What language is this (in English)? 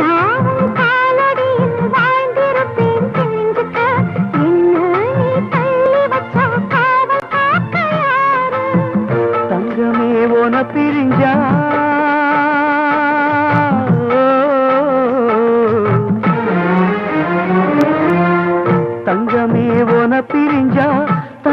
Tamil